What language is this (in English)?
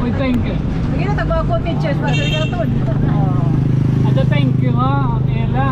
Waray